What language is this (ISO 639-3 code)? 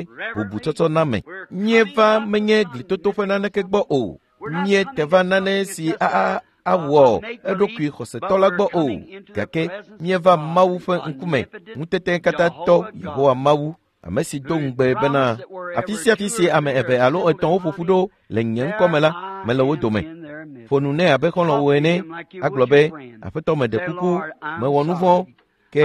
ewe